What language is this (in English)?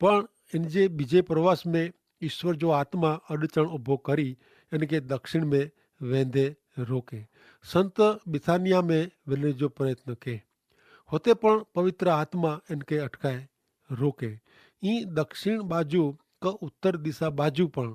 Kachhi